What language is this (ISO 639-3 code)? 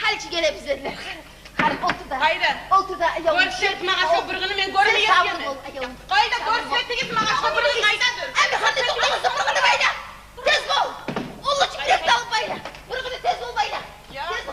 kum